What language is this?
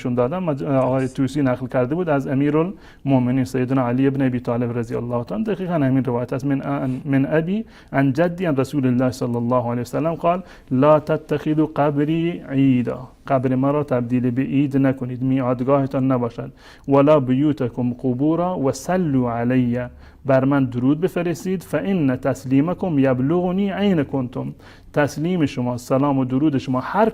Persian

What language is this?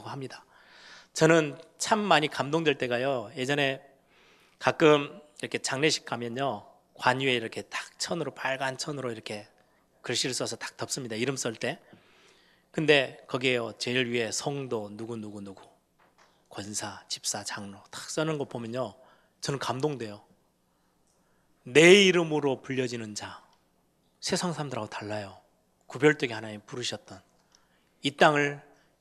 Korean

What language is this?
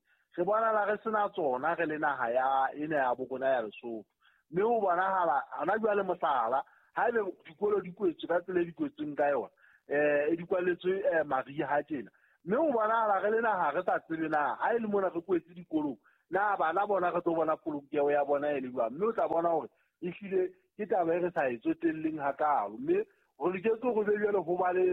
Southern Sotho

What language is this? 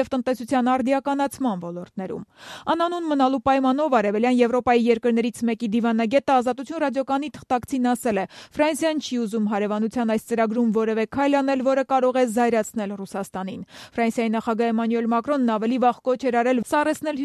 Armenian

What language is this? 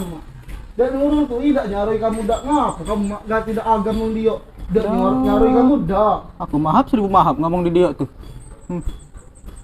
Musi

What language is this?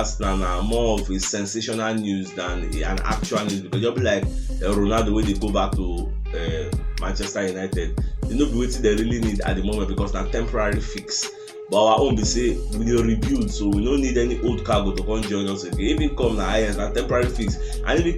Nigerian Pidgin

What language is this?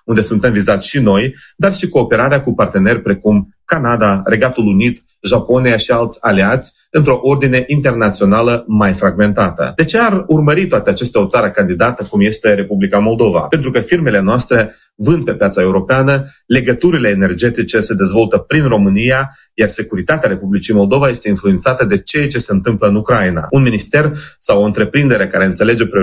Romanian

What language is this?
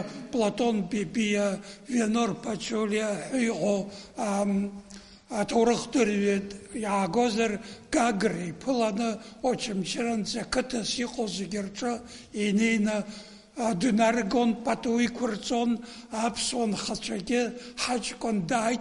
Abkhazian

